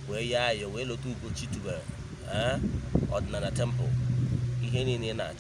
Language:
Igbo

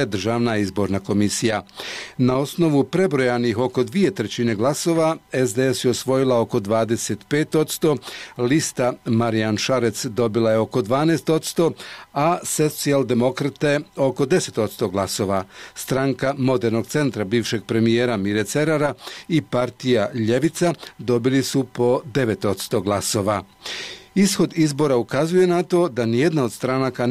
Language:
Bosnian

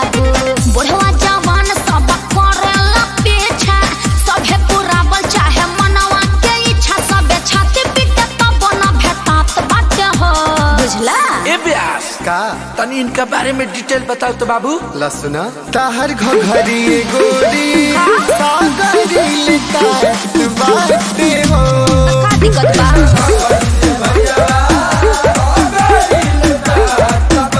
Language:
Bhojpuri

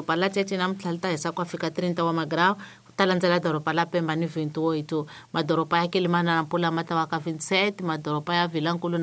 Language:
Tsonga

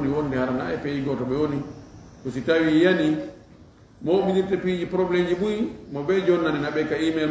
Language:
Fula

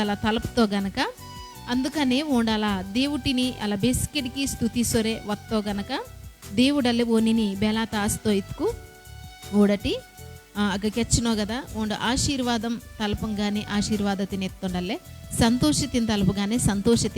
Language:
Koya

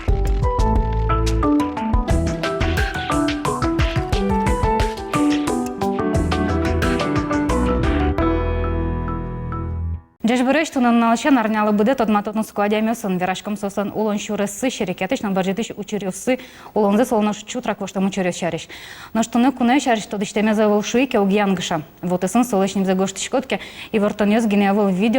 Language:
Udmurt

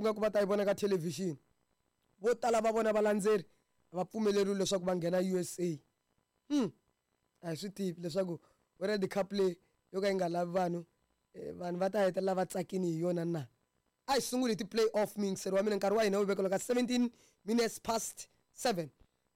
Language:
Tsonga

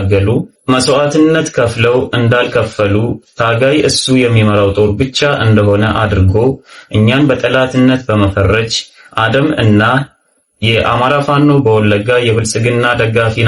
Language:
Amharic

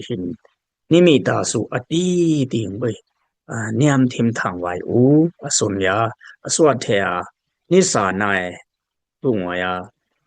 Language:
Dimasa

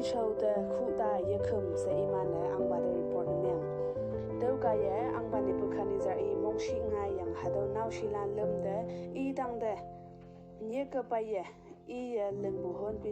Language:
Konyak Naga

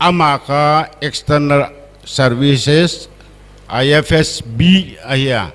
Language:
Paite Chin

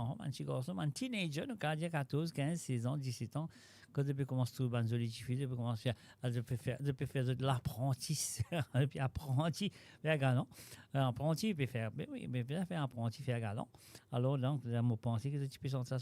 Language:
Morisyen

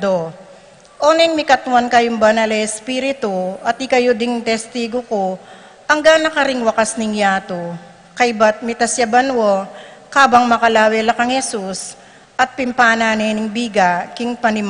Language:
Pampanga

